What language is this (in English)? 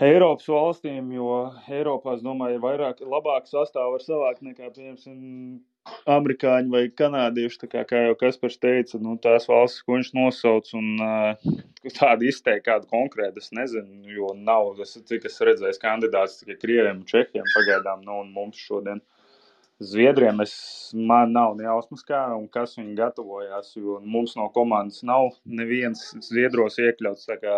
Latvian